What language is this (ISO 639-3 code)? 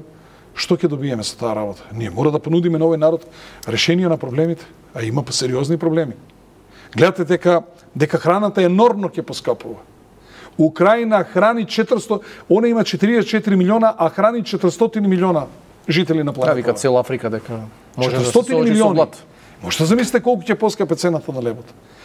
mkd